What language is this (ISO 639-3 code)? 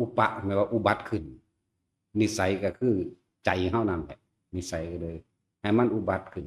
tts